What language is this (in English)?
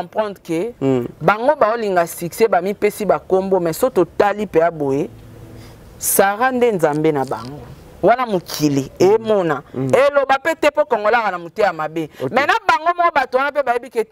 Lingala